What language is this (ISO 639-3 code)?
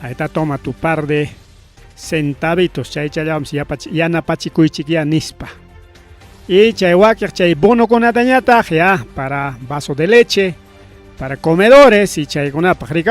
quy